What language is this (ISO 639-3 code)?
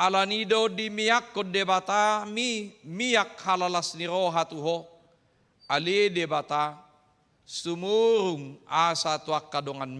bbc